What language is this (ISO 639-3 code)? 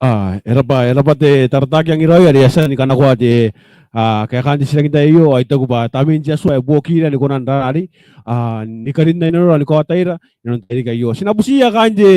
gil